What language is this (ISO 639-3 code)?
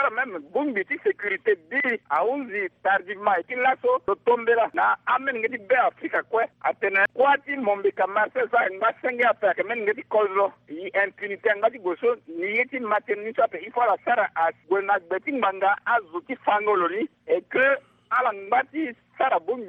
sag